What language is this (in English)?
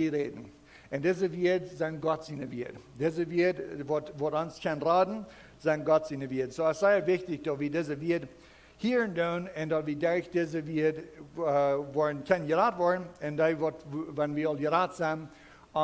Plautdietsch